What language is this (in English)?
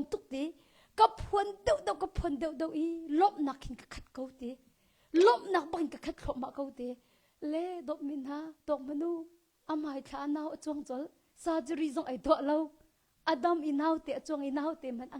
Hakha Chin